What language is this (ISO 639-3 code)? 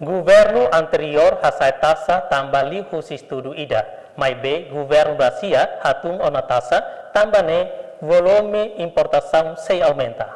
tet